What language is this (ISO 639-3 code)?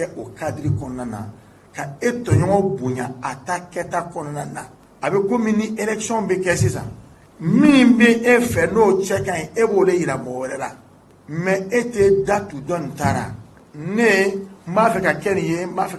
bam